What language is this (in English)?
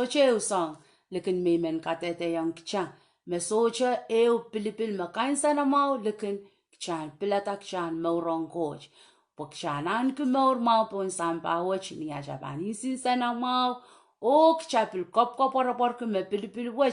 Pohnpeian